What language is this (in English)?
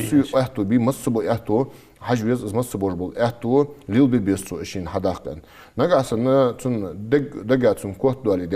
Ingush